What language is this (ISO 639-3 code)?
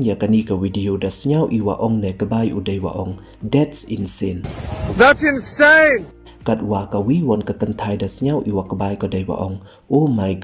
pbv